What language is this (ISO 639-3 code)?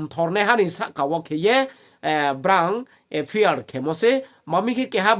ria